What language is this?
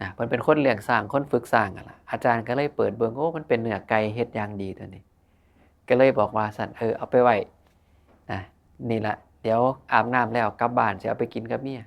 Northeastern Thai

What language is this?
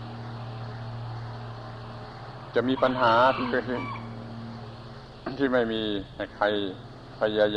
Thai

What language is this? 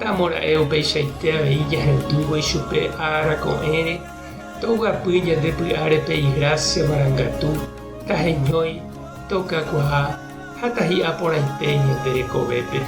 Guarani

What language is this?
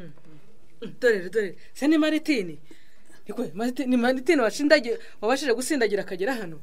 Kinyarwanda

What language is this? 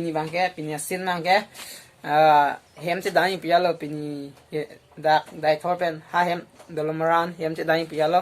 Karbi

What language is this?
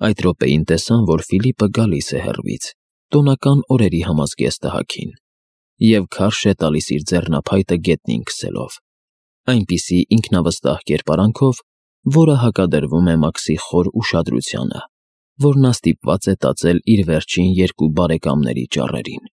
Armenian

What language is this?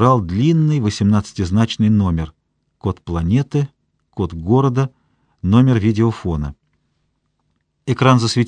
Russian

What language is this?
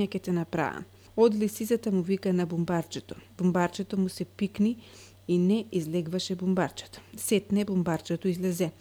Macedonian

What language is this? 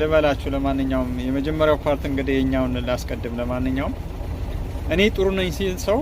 Amharic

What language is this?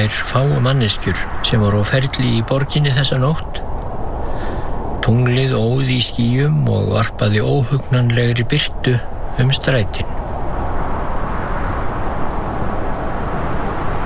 Icelandic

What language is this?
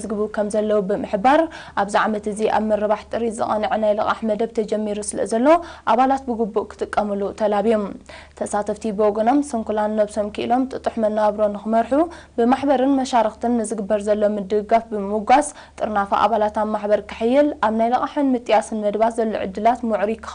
Tigrinya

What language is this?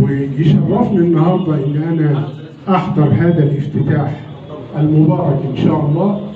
Egyptian Arabic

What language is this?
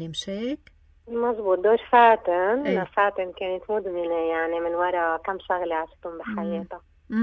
North Levantine Arabic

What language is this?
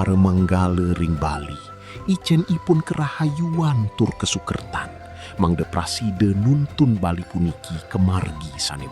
Balinese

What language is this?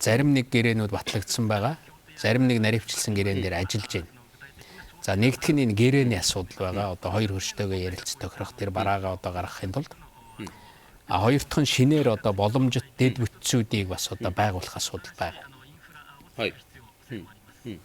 Mongolian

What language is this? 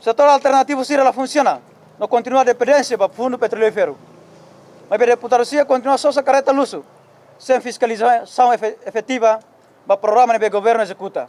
Tetum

